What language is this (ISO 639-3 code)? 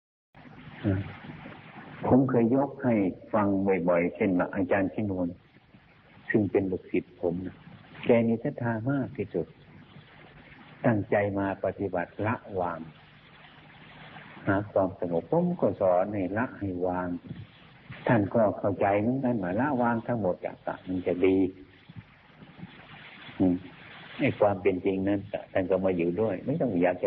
tha